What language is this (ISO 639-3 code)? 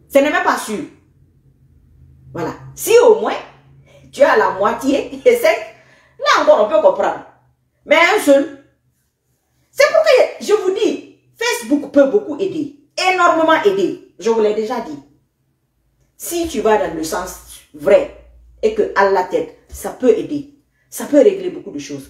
fra